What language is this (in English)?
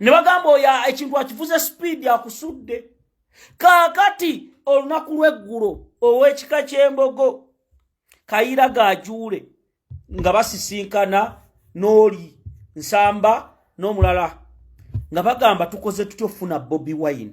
Ganda